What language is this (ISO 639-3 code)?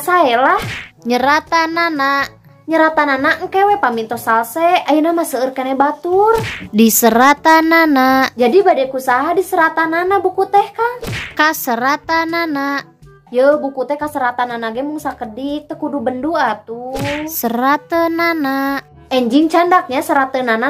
sun